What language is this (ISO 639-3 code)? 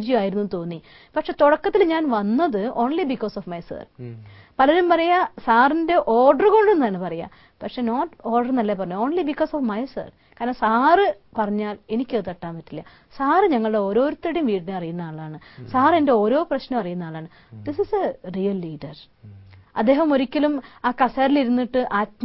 mal